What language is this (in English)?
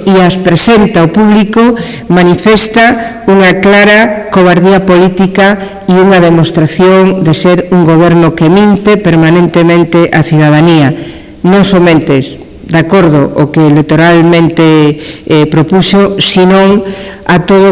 Galician